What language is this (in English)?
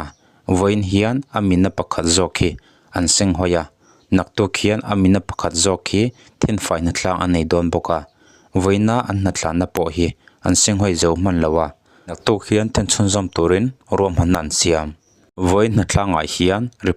Mizo